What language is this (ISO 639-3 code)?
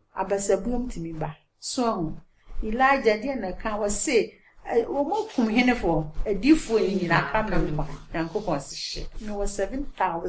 aka